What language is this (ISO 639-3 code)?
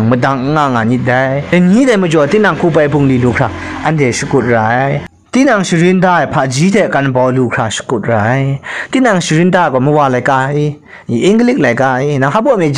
kac